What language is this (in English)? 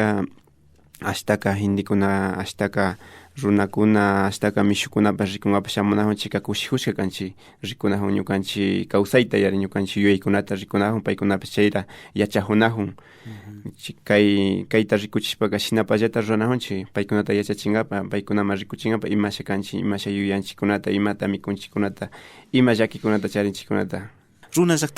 Imbabura Highland Quichua